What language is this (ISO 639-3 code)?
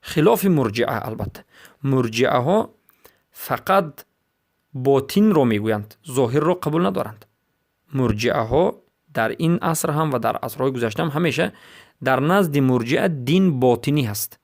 fas